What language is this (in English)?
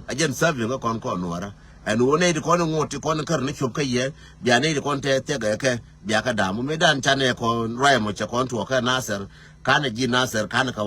Nuer